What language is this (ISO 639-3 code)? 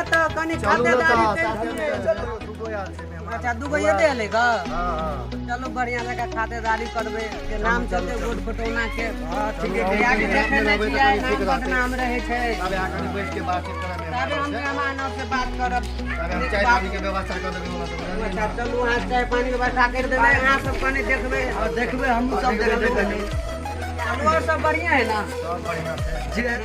mai